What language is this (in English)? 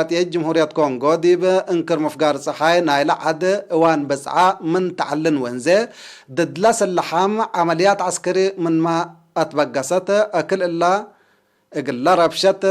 Tigre